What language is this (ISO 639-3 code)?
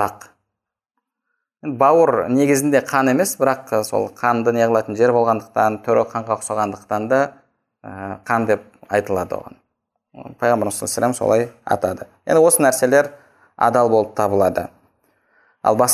kaz